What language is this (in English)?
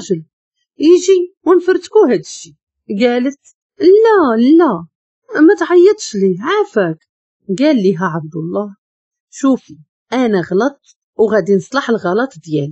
Moroccan Arabic